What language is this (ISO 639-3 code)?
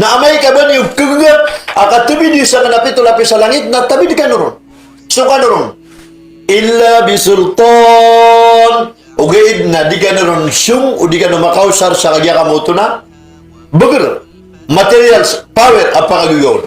mrw